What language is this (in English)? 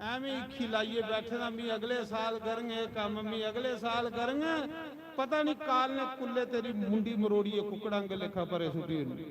Dogri